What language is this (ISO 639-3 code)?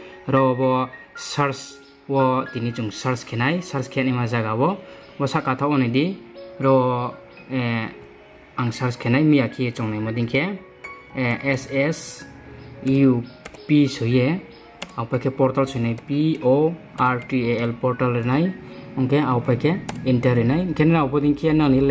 ria